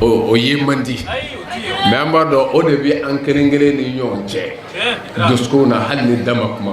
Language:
Bambara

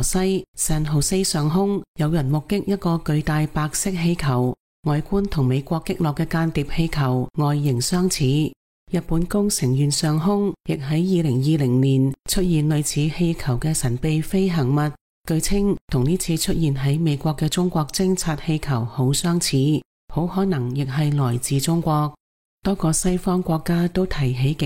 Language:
Cantonese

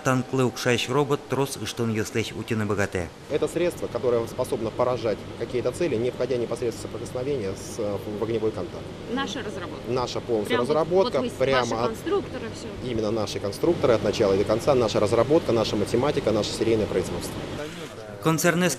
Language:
Udmurt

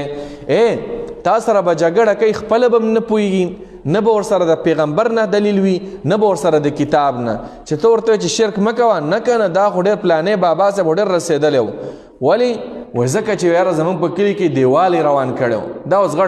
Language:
Pashto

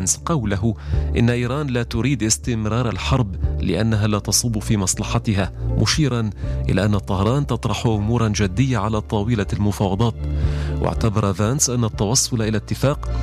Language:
Arabic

